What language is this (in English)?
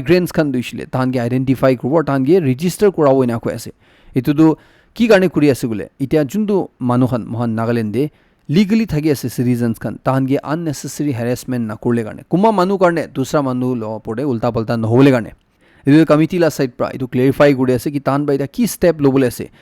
Naga Pidgin